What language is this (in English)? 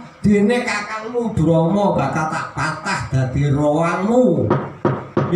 Javanese